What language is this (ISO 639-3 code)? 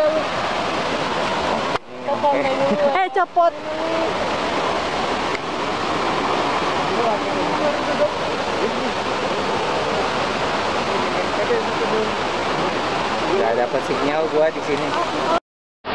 ind